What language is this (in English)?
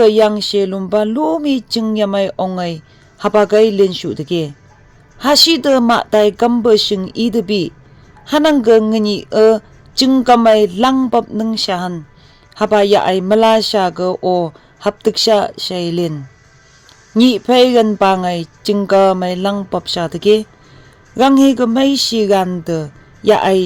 Phom Naga